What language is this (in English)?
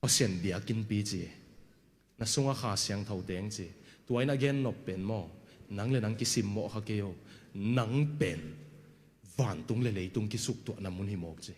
Tedim Chin